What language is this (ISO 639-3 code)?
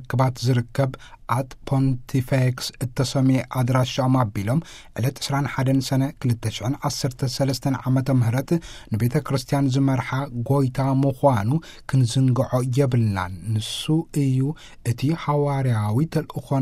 tir